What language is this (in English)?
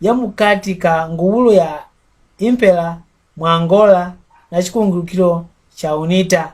Mbunda